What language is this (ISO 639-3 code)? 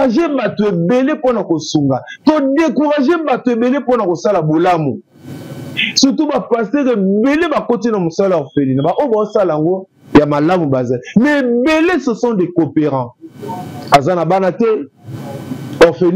lin